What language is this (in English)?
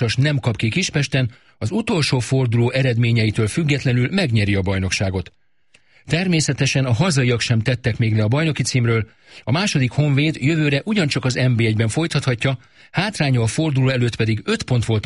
Hungarian